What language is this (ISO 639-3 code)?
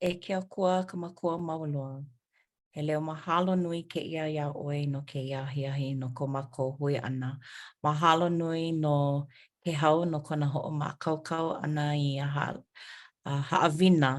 haw